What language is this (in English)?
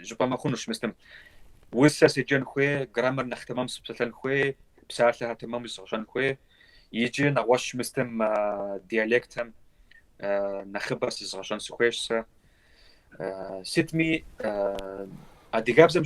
Kabardian